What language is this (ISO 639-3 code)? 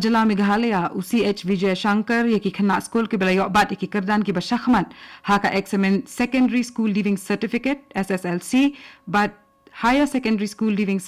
kha